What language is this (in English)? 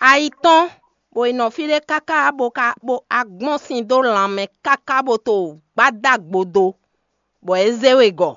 Fon